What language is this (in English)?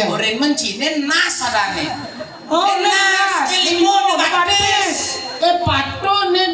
Balinese